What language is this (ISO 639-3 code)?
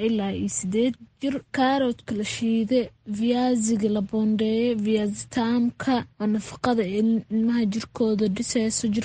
som